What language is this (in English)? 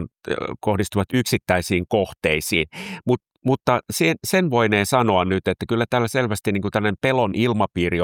Finnish